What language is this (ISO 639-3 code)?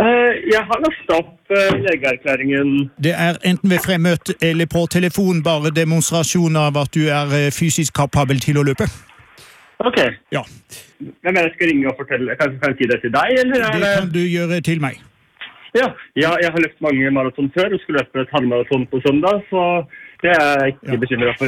nor